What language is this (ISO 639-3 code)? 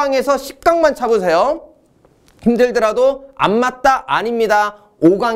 kor